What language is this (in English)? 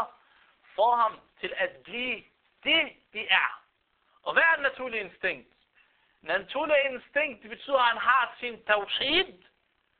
Danish